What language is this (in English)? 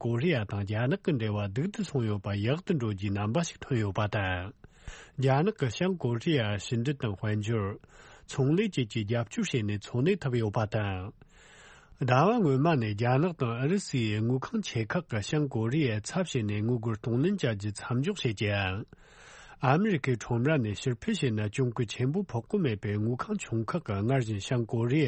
Tibetan